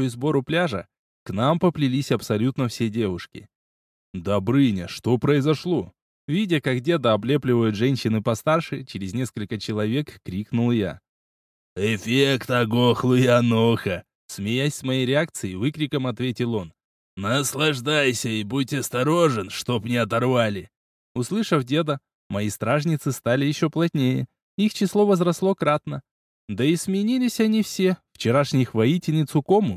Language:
Russian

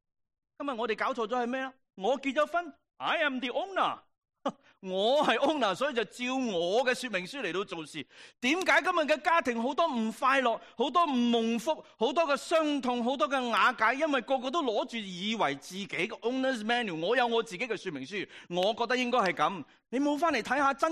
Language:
Cantonese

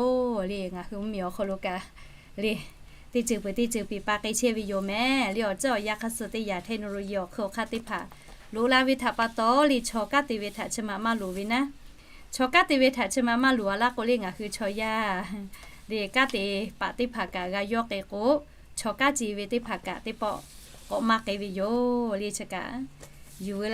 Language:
Lahu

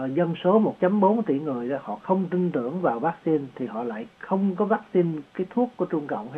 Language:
Vietnamese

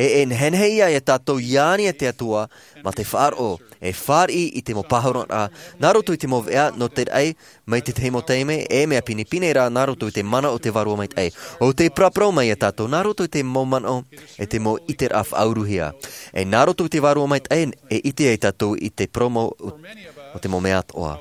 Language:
Tahitian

